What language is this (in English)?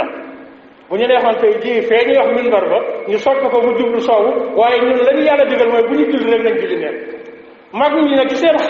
Wolof